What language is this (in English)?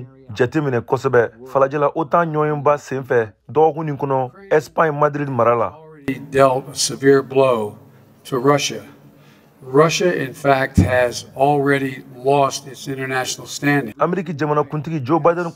Bambara